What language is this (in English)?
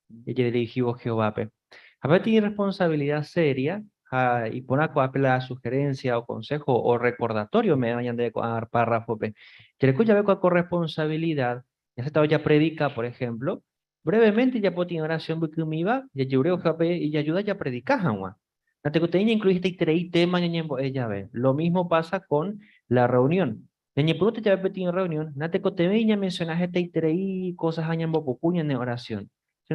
Guarani